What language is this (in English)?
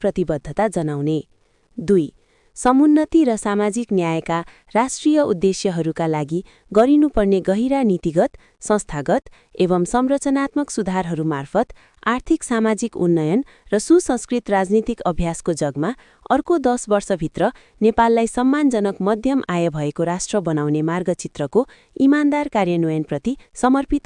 Nepali